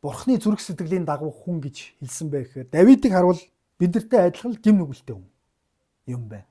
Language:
Mongolian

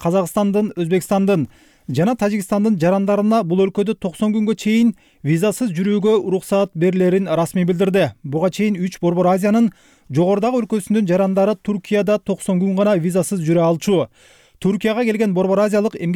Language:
Kyrgyz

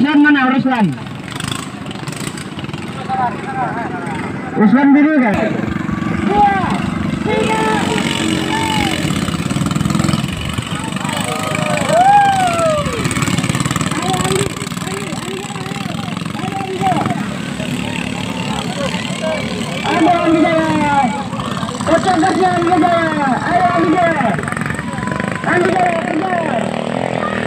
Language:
Indonesian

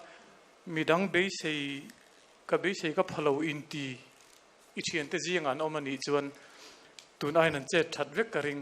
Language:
Mizo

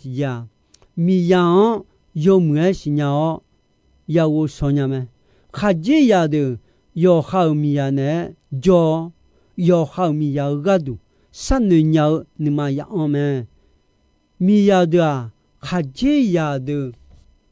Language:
Akha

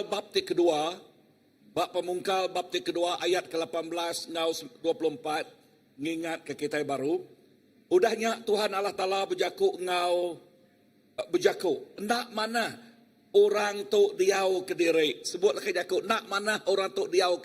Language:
Iban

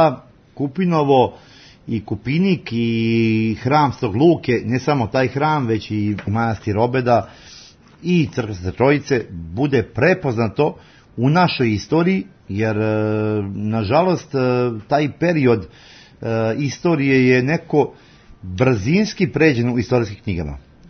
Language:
Serbian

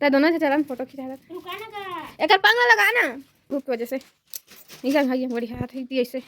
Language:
Chhattisgarhi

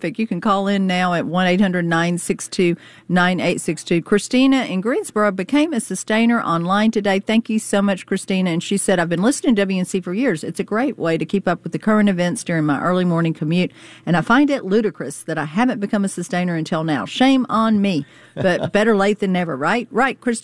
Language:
English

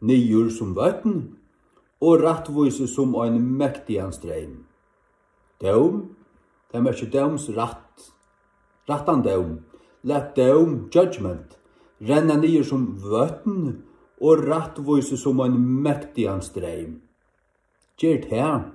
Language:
Faroese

